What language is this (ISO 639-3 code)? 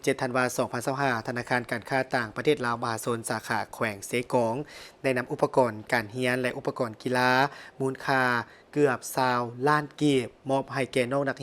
lao